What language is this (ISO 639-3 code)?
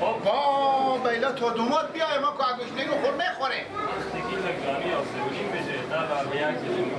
fas